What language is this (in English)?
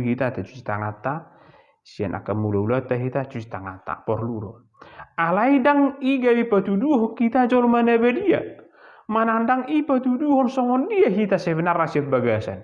Batak Toba